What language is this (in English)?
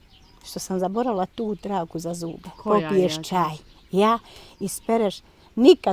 Bosnian